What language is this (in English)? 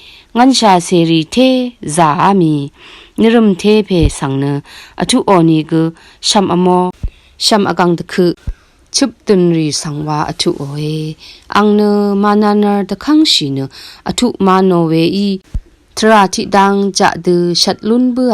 Rawang